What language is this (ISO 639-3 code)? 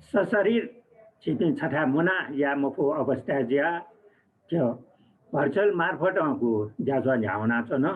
new